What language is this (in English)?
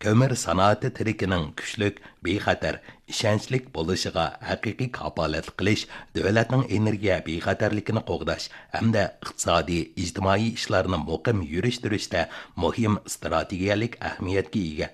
Uyghur